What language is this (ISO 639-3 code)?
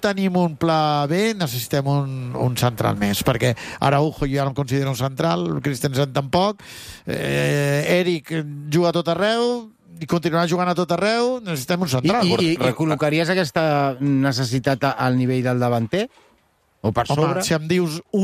cat